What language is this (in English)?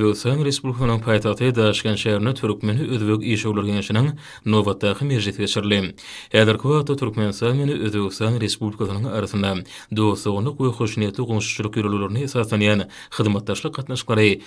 Turkmen